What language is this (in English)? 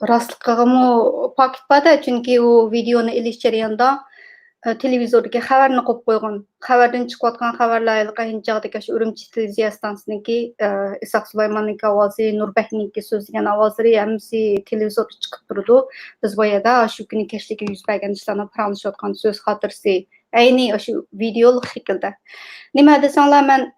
Uyghur